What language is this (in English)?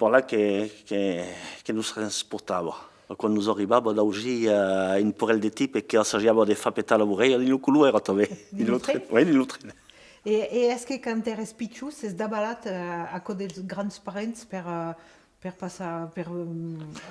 Occitan